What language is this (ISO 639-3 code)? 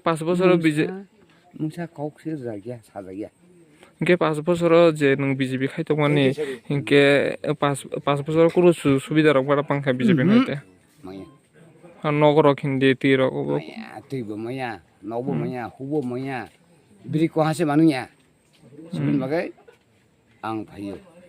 trp